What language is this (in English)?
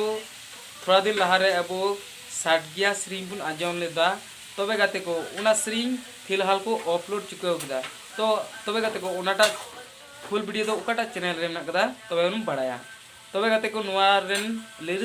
Santali